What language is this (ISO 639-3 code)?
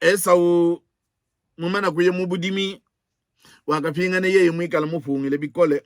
lua